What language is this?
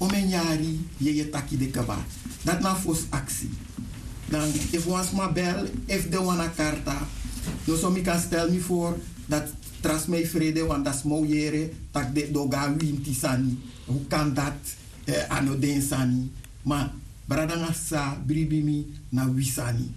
Sranan Tongo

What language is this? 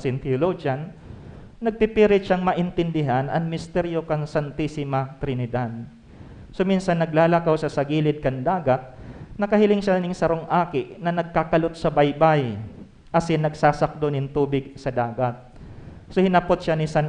Bikol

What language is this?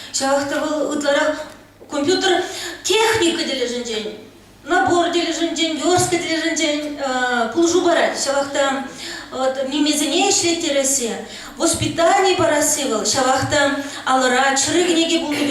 Chuvash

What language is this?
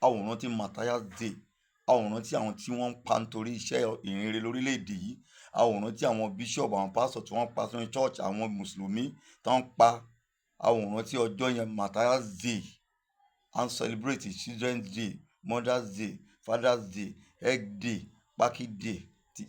Yoruba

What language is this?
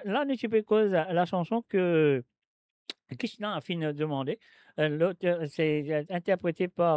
Morisyen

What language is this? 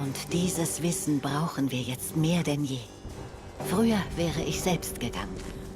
Swiss German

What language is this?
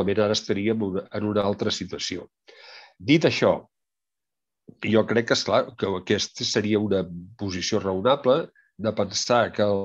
Catalan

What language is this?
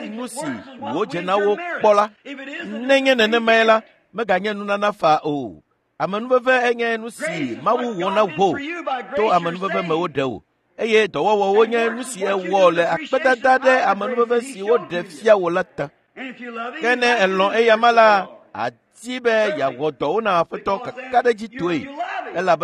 Ewe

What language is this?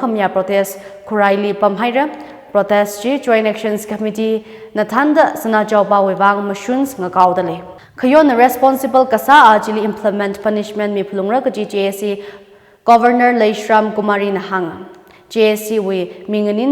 Tangkhul Naga (India)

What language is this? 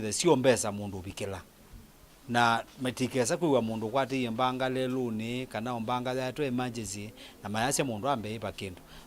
Kamba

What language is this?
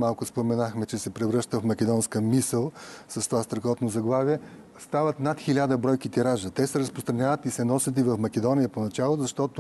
Bulgarian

